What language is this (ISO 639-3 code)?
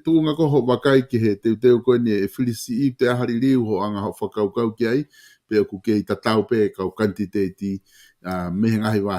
ton